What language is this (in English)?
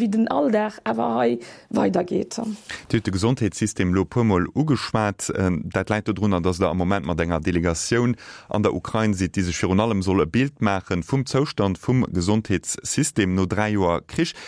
Luxembourgish